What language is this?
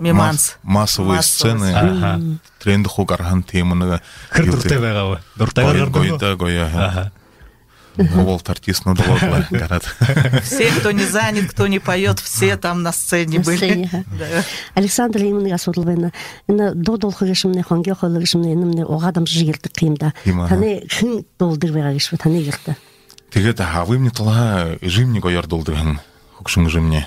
Buriat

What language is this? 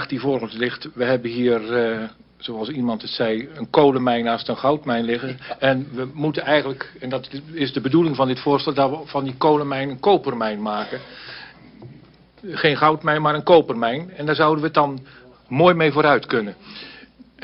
Dutch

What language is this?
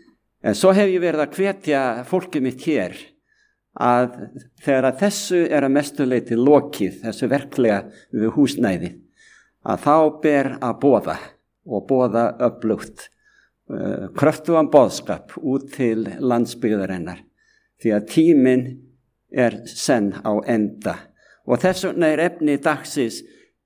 Icelandic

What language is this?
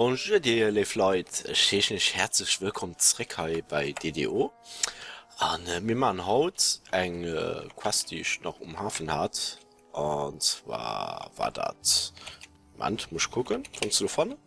Luxembourgish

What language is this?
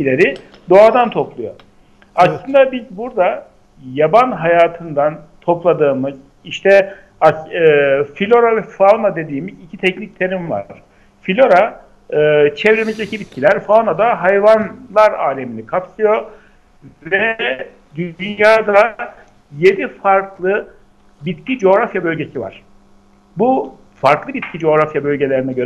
Turkish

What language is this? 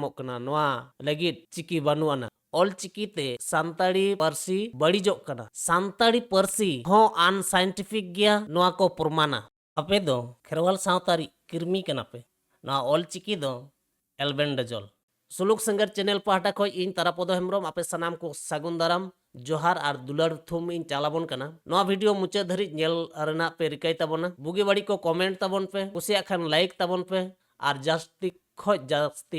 Santali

